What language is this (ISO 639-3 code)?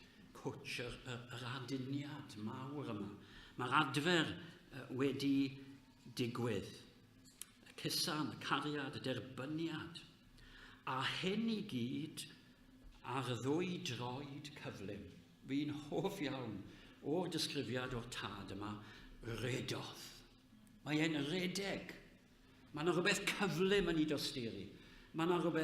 cym